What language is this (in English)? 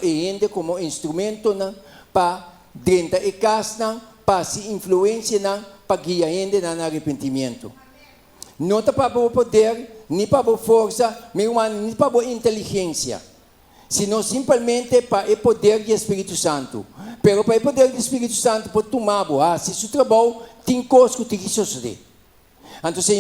Papiamento